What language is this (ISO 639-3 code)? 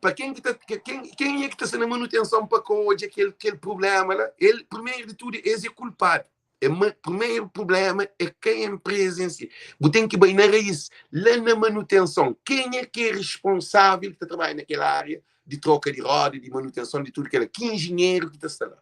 kea